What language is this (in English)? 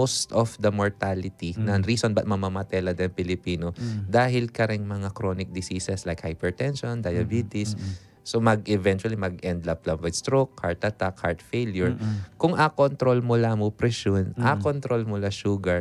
Pampanga